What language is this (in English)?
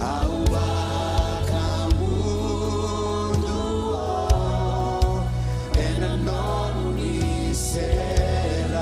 Fijian